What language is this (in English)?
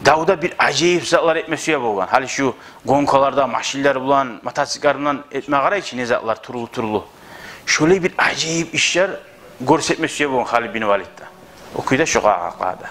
Kumyk